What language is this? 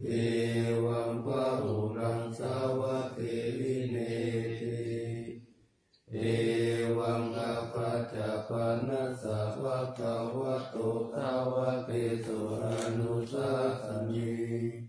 Pali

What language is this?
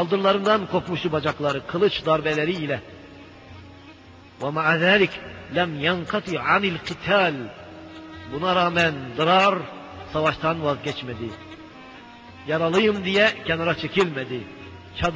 Turkish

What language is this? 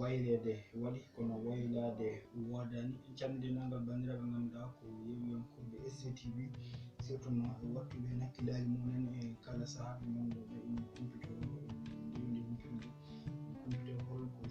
Fula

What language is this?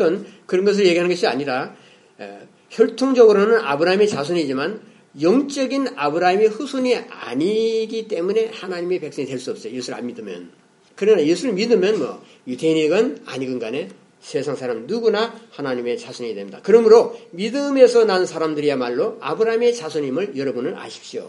Korean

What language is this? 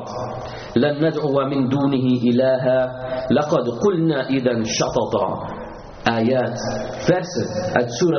Dutch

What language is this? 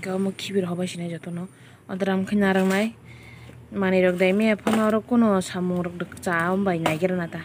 Kok Borok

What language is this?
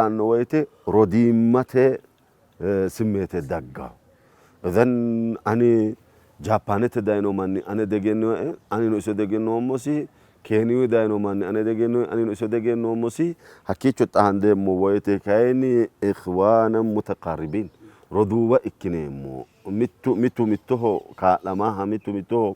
Sidamo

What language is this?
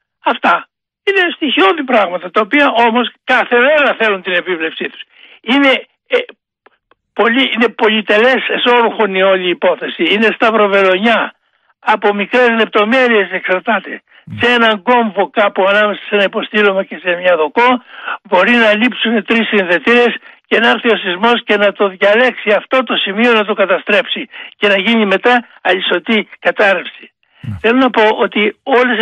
Greek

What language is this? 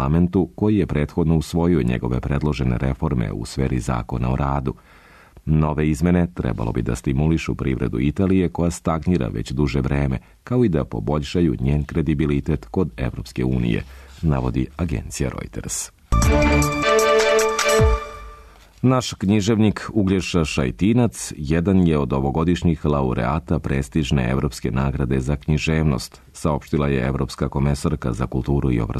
Serbian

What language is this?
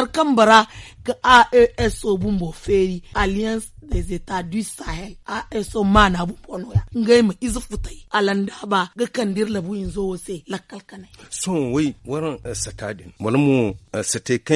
Zarma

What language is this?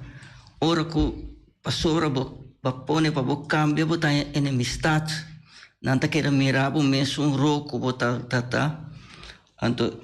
Papiamento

